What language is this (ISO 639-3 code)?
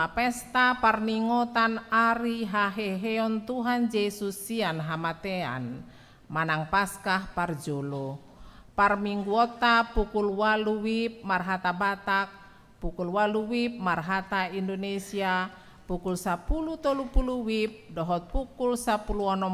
bbc